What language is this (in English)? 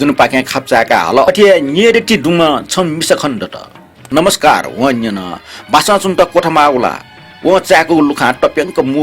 Newari